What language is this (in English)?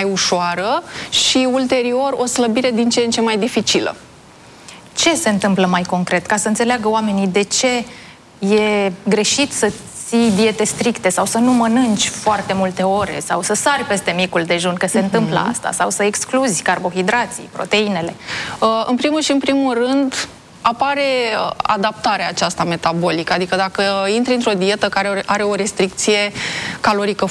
Romanian